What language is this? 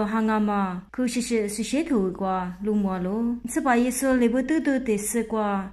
Lisu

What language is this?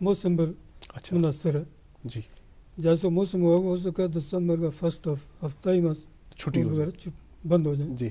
Gujari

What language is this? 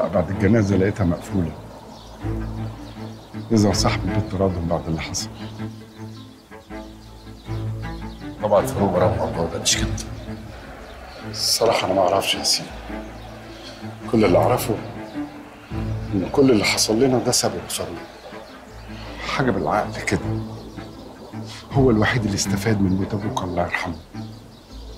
Egyptian Arabic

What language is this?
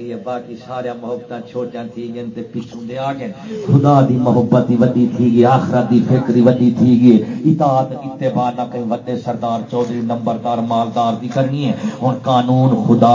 Saraiki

